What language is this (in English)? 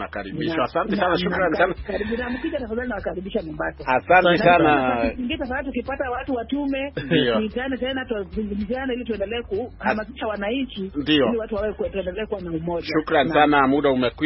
Swahili